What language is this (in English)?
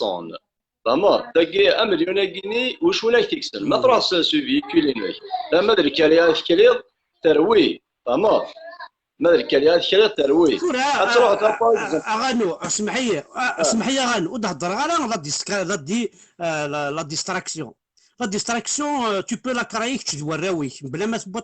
Kabyle